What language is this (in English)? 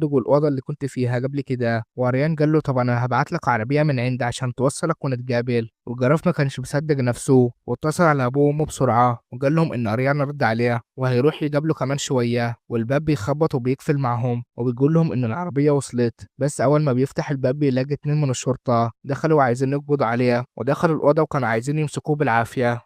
Egyptian Arabic